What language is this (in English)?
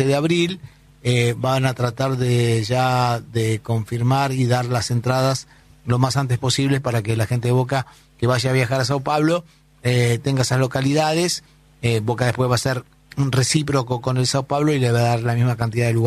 Spanish